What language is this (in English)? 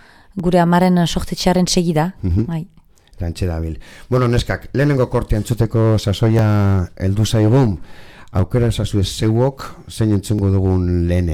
Basque